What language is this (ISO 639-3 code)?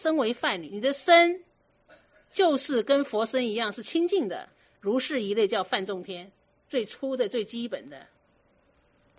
zho